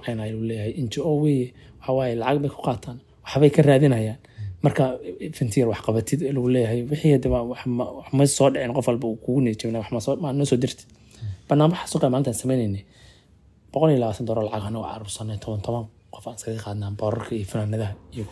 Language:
Somali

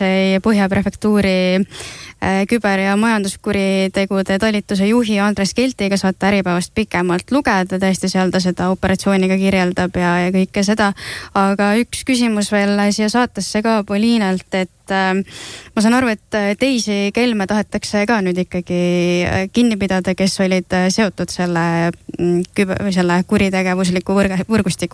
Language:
Estonian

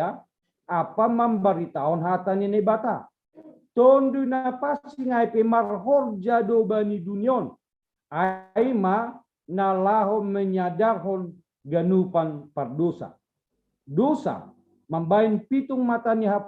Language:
Batak Simalungun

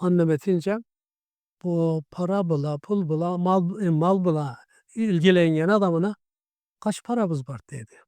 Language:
Karachay-Balkar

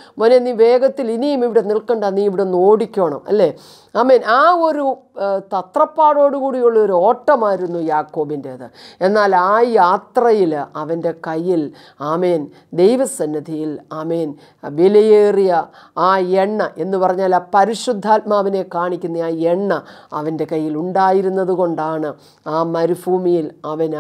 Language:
Malayalam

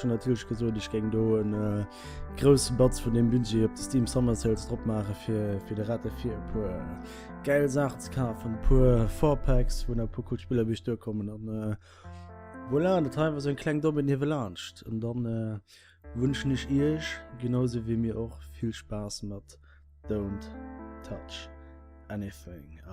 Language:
Luxembourgish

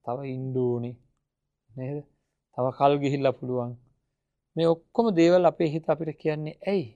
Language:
Sinhala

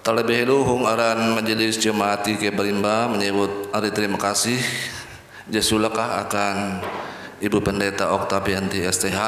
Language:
Ngaju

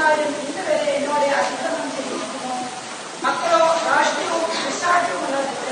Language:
Malayalam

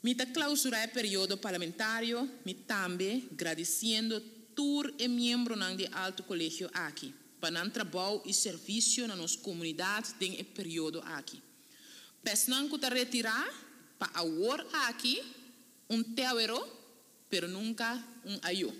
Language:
Papiamento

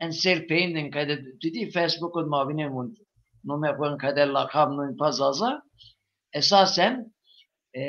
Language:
Zaza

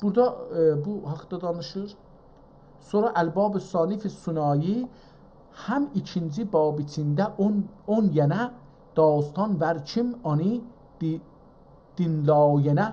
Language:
South Azerbaijani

